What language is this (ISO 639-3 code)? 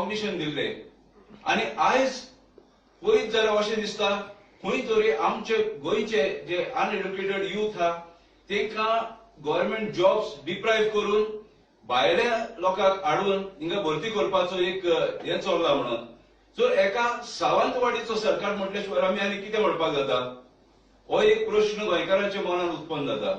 kok